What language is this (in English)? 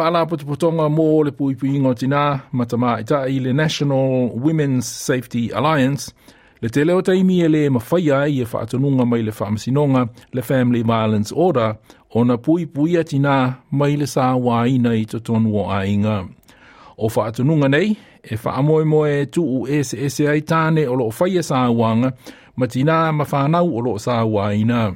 Samoan